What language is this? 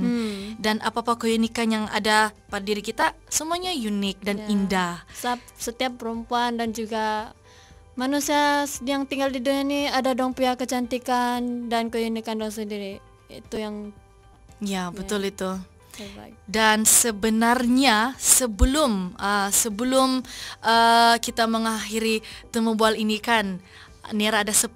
Malay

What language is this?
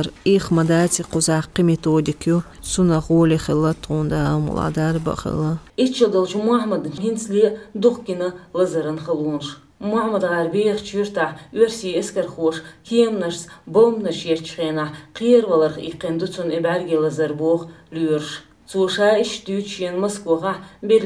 Chechen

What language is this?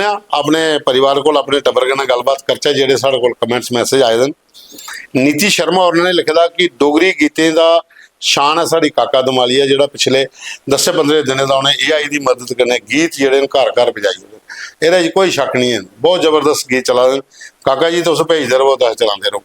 Dogri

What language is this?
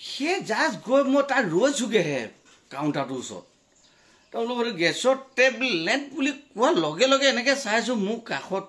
Assamese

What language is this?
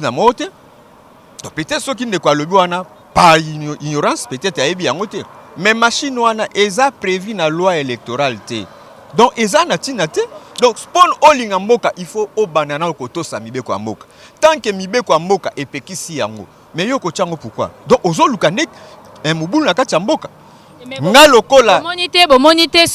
Lingala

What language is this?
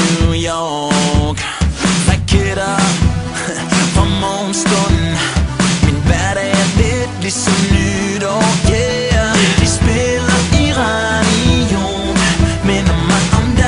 Danish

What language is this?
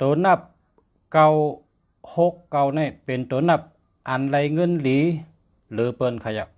Shan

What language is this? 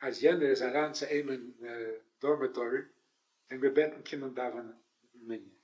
Yiddish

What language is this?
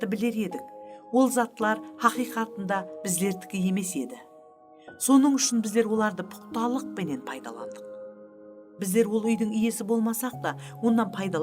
Kara-Kalpak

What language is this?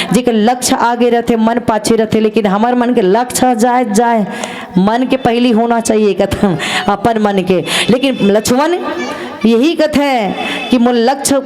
Chhattisgarhi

